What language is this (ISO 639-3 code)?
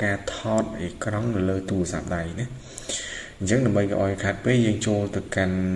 khm